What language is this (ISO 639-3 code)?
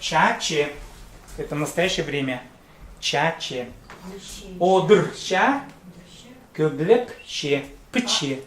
kjh